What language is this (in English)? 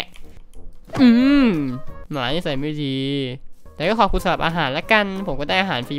Thai